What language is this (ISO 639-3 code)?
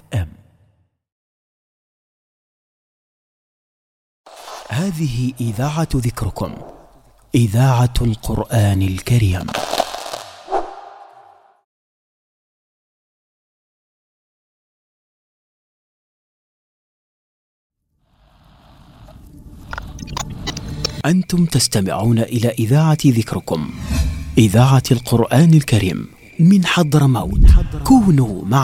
ara